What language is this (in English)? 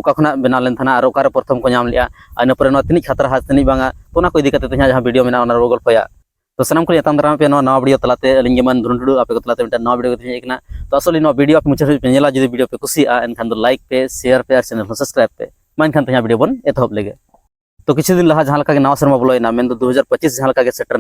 Santali